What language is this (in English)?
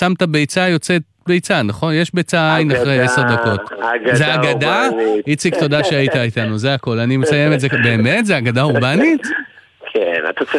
Hebrew